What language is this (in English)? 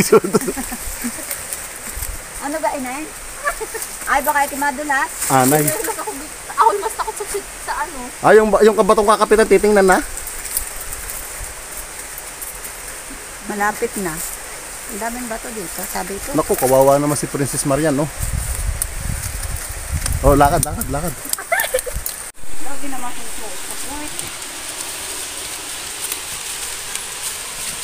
Filipino